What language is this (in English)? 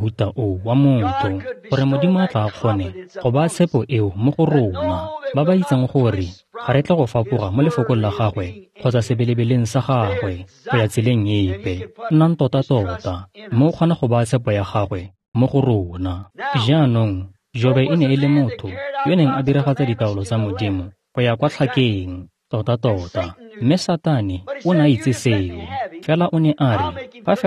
Tswana